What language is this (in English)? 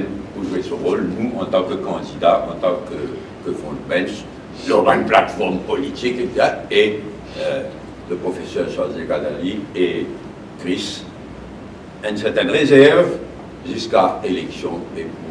Morisyen